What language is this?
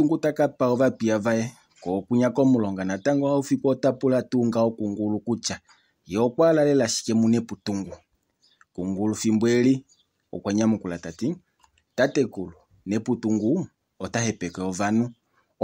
Kuanyama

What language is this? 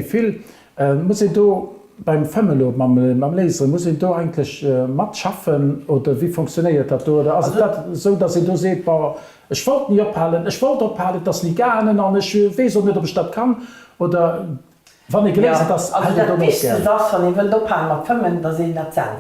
Luxembourgish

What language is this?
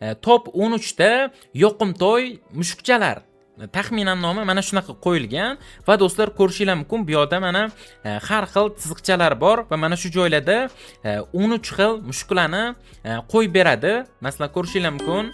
Uzbek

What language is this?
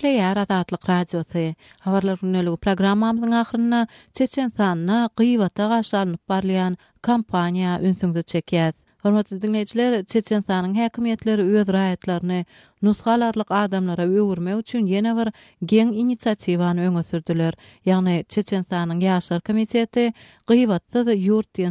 Turkmen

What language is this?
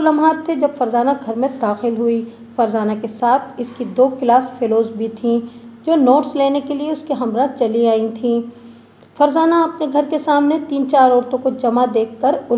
Urdu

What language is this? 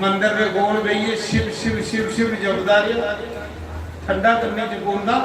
Dogri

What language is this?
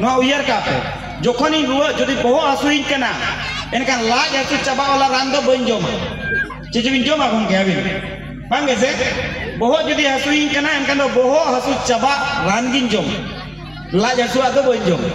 Santali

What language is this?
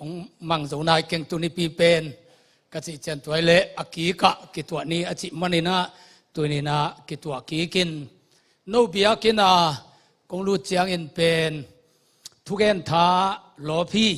Tedim Chin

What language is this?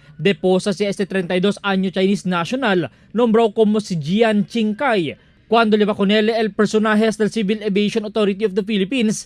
Chavacano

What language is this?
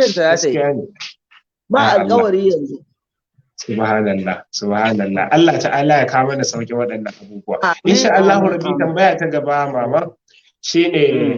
Hausa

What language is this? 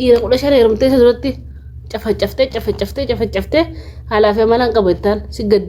Oromo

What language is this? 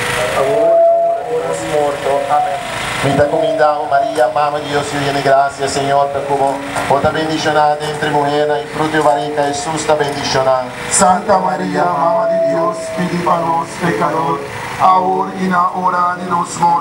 Papiamento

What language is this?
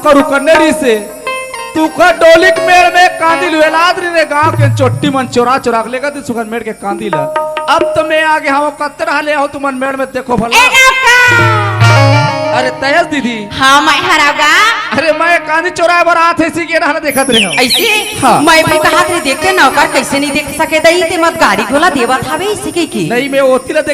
Chhattisgarhi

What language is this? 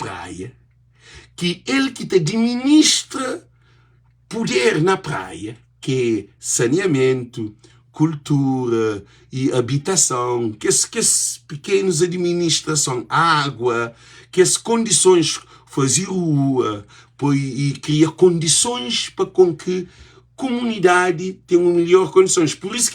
Kabuverdianu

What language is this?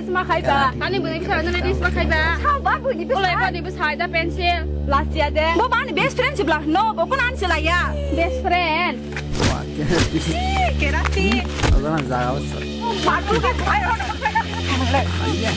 Kok Borok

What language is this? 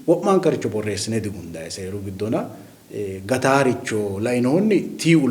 Sidamo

